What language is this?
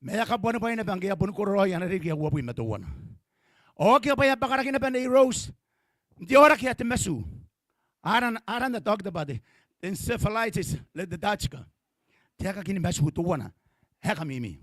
Gilbertese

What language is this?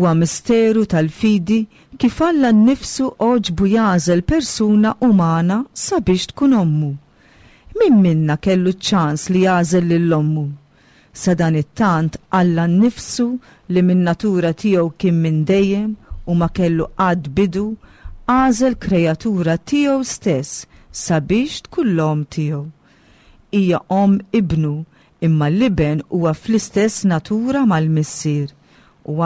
Maltese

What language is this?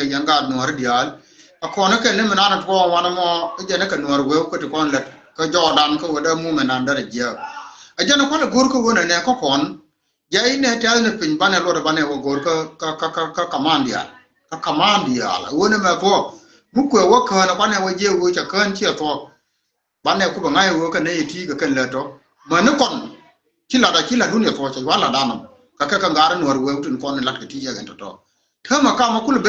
Nuer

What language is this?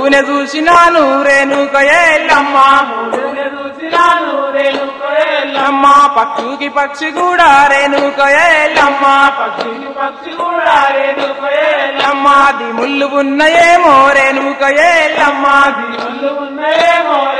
Telugu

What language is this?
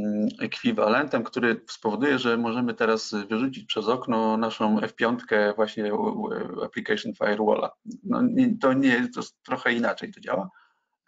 Polish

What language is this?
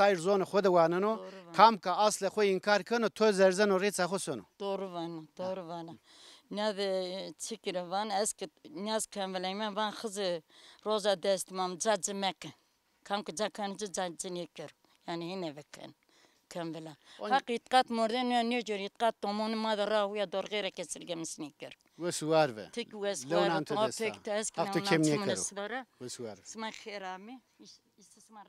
Zaza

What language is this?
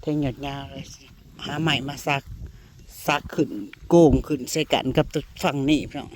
Northeastern Thai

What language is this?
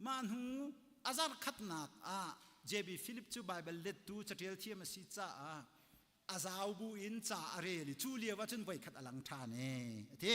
Hakha Chin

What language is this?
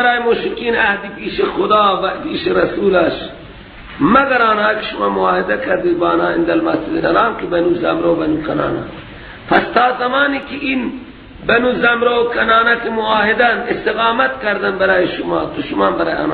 Persian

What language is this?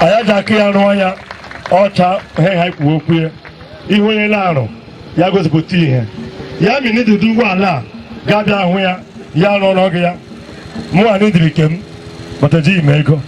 Igbo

